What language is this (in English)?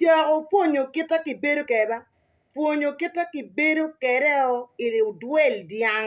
Acoli